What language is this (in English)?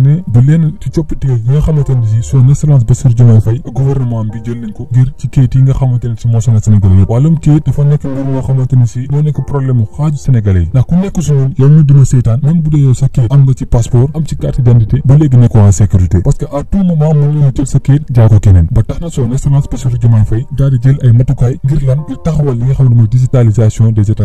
Wolof